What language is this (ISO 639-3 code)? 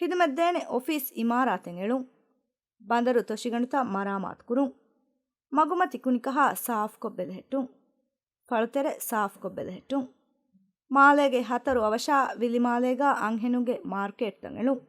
div